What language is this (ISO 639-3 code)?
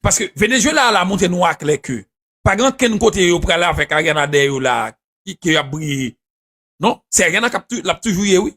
hat